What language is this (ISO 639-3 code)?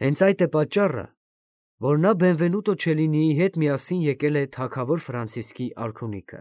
hye